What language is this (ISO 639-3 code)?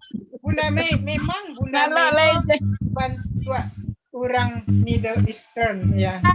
min